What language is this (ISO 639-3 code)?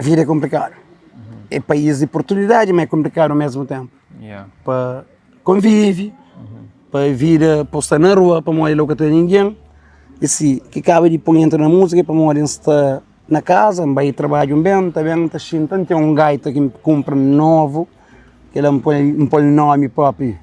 kea